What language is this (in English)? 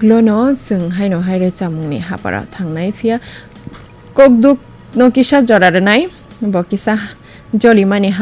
Kok Borok